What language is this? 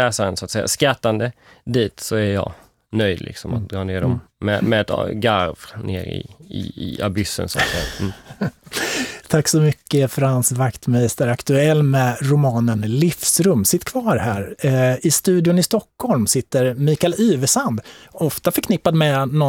Swedish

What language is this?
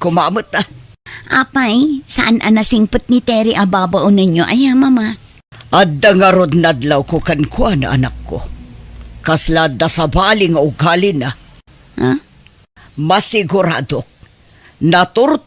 Iloko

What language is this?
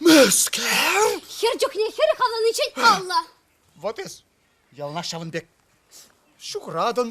Chuvash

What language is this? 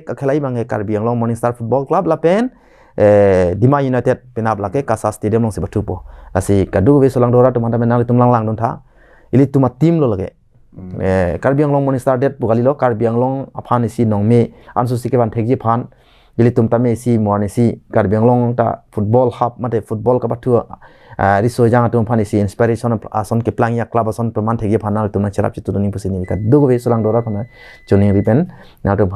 Karbi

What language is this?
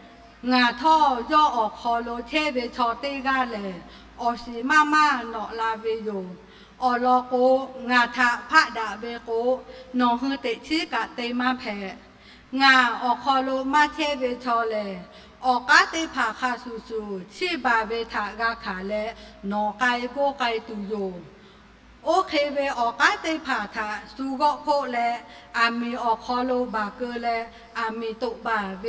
Lahu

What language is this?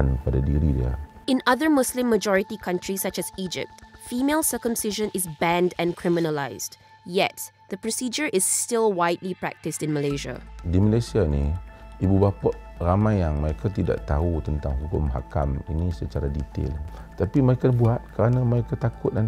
Malay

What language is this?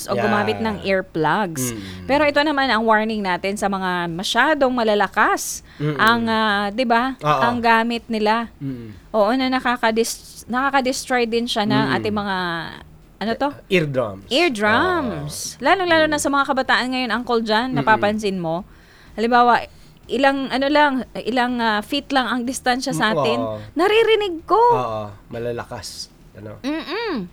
Filipino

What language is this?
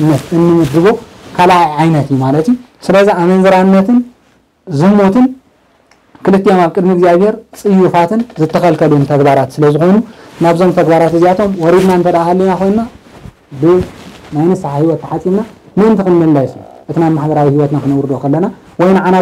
Tigrinya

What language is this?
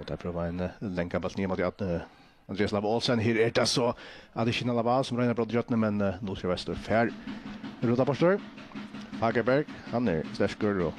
Faroese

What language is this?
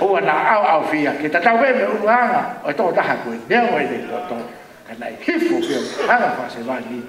Tongan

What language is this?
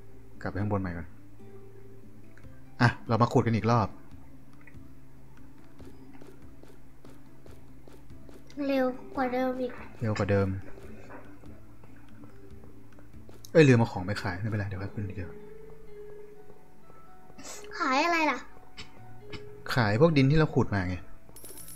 Thai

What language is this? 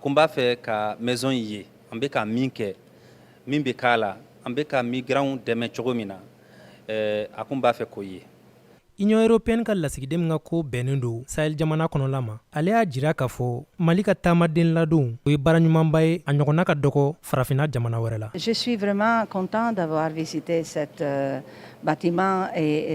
Bambara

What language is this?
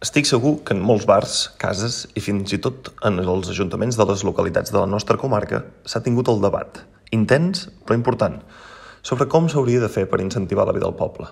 Catalan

